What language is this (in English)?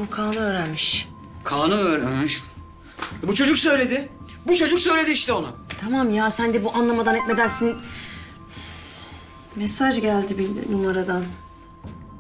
Turkish